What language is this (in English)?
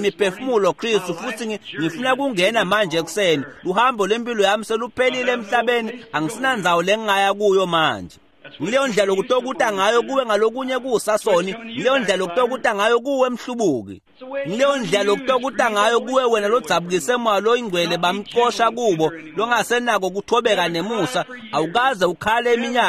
Swati